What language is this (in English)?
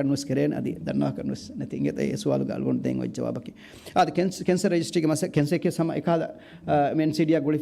Divehi